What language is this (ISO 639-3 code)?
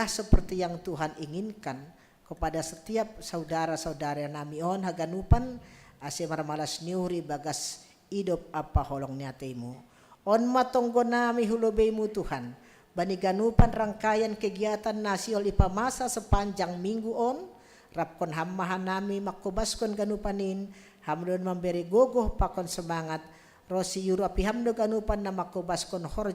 bts